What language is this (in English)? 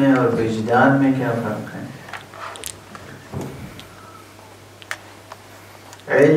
Urdu